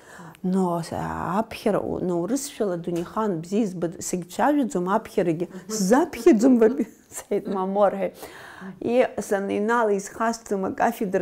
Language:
Abkhazian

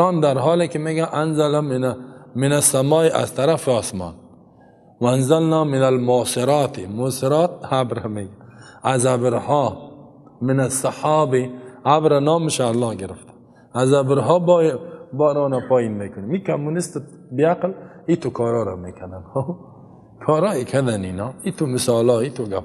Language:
Persian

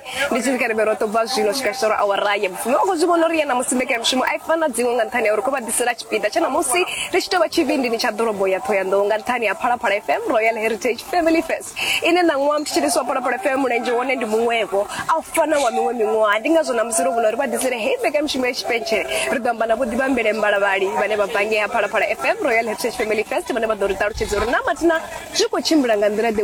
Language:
Venda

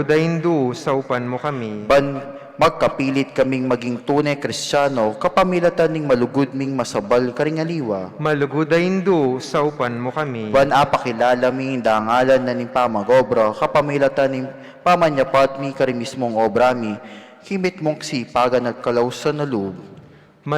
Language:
Pampanga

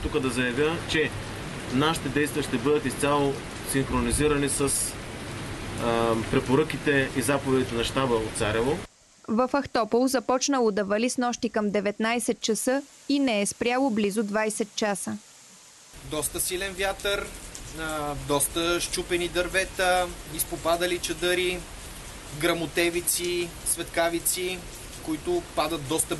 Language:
Bulgarian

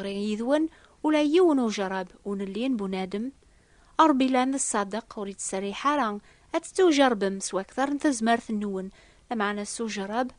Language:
Kabyle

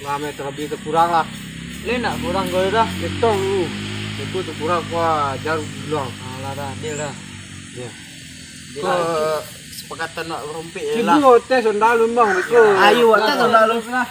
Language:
Minangkabau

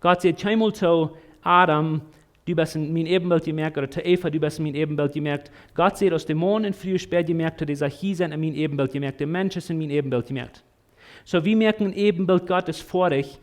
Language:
Plautdietsch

